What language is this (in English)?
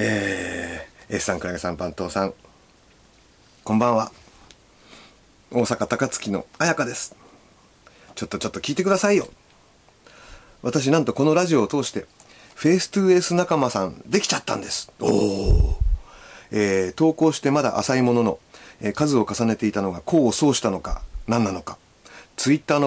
Japanese